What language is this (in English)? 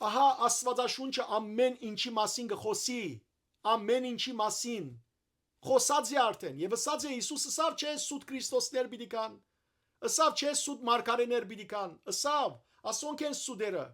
Western Armenian